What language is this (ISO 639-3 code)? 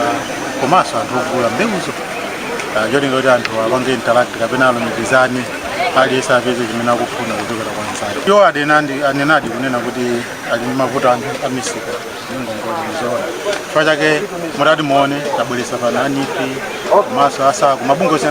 nya